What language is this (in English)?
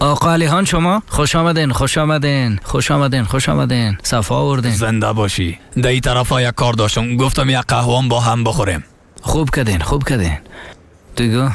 Persian